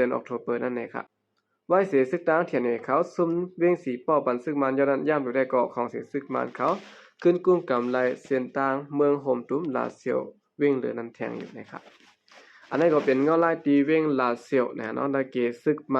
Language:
Shan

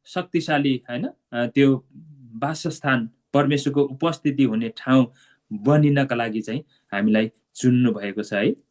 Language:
Nepali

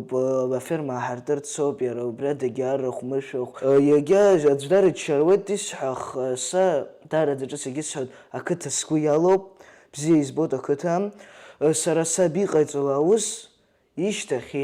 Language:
Abkhazian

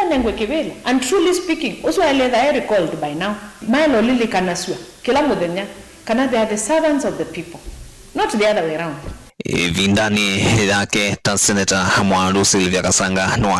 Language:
Kamba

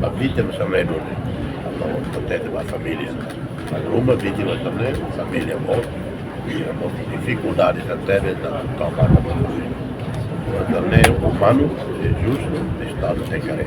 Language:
Tetum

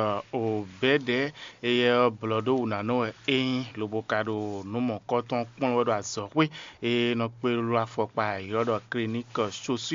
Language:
Fon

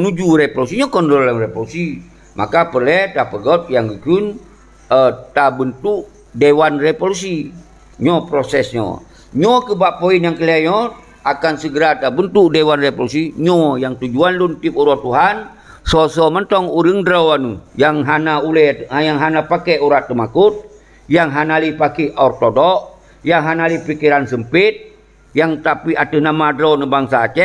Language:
Achinese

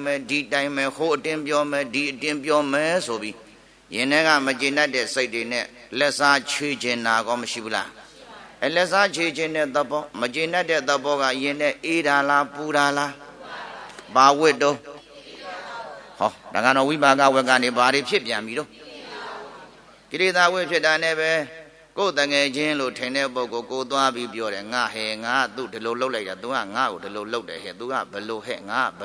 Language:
Burmese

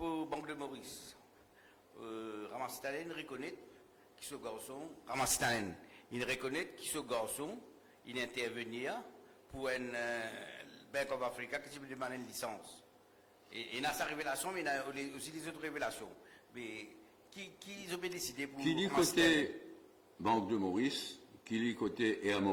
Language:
Morisyen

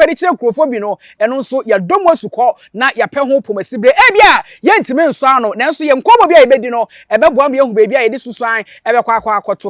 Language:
Akan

